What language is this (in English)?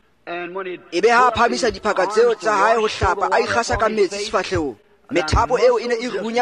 Tswana